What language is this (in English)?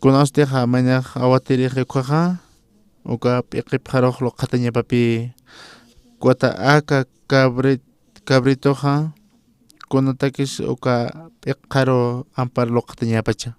Aymara